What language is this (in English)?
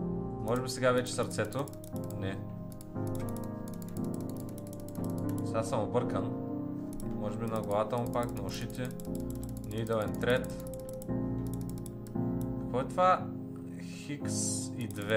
Bulgarian